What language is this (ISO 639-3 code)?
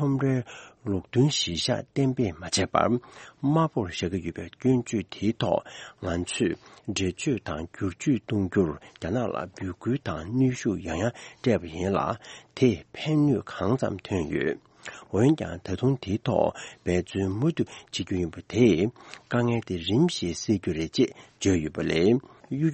bod